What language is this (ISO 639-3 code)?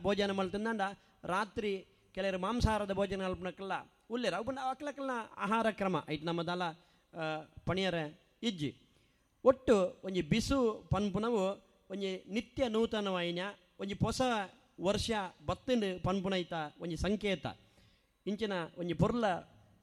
tcy